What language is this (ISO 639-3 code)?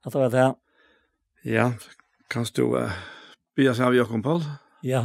fao